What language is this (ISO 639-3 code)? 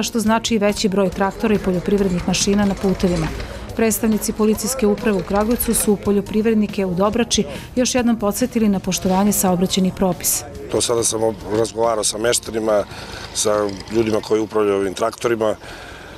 srp